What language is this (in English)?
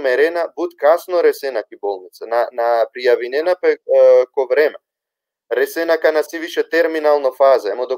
Balkan Romani